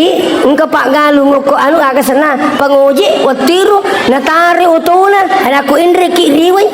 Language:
Buginese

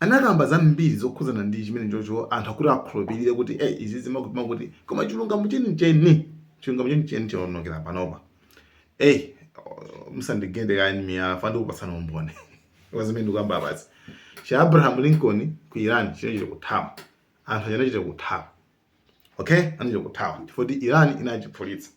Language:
Nyanja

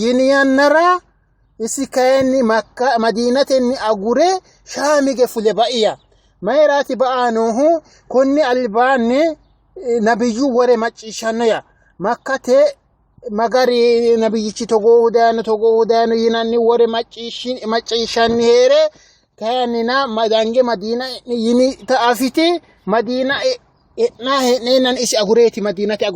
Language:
Sidamo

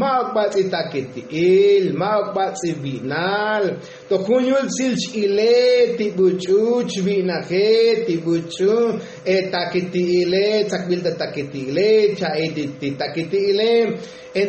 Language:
Tzotzil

